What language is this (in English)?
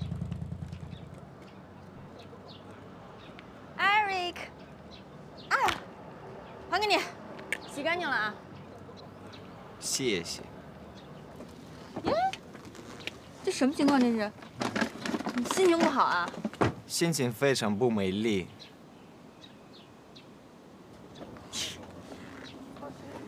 Chinese